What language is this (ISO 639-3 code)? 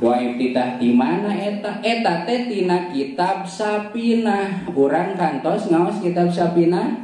sun